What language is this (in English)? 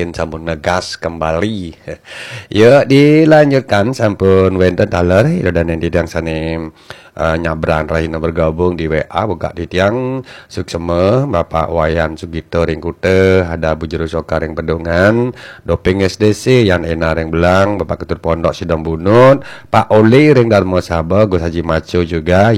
Balinese